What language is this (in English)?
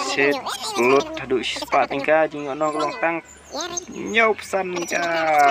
Khasi